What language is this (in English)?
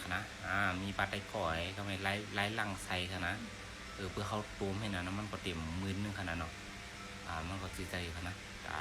Shan